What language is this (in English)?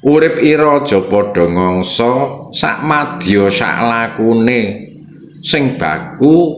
Javanese